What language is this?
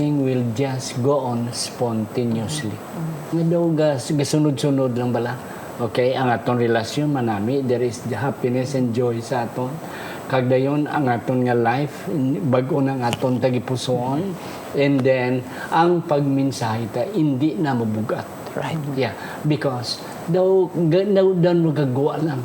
Hiligaynon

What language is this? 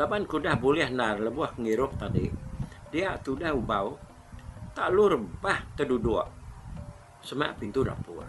Iban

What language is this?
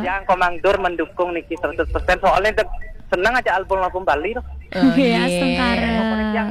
Balinese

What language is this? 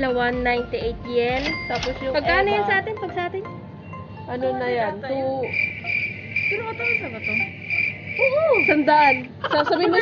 Filipino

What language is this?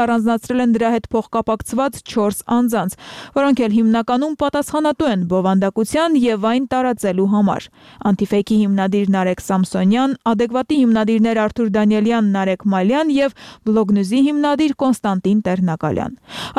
Armenian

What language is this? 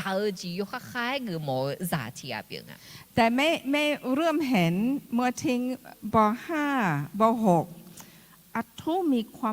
Akha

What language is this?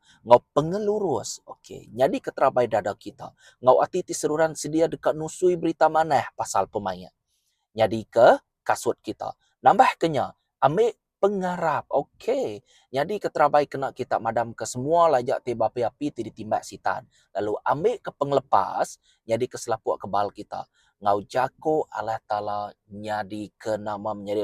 Iban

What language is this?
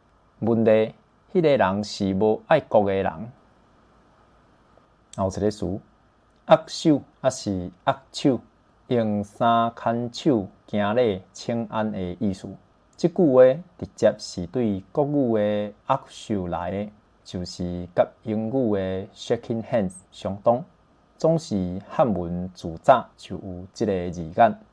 Min Nan Chinese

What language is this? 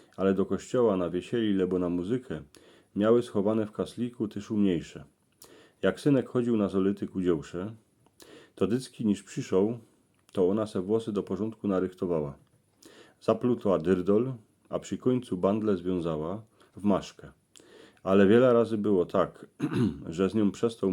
Silesian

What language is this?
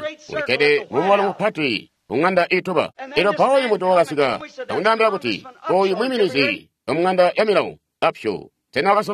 Tonga (Zambia)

